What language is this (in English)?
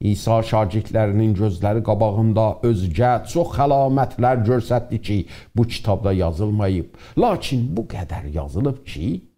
South Azerbaijani